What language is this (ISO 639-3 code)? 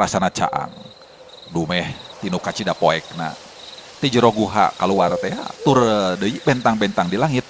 sun